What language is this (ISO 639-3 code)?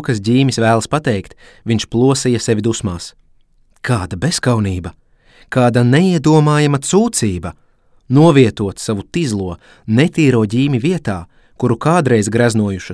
lav